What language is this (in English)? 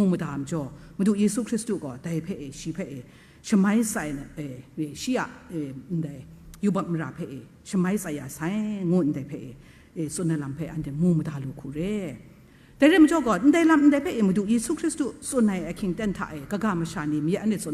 Kachin